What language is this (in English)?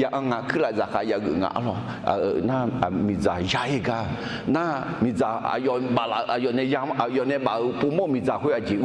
Akha